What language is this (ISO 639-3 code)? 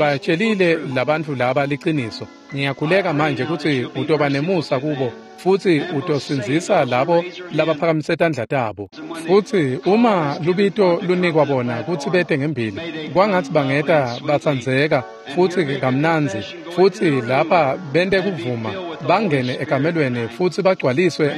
ssw